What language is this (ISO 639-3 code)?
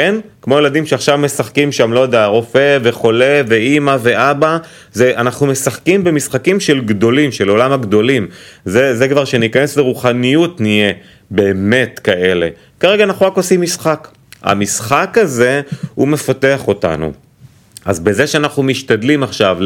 heb